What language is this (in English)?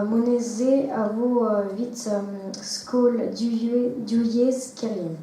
Breton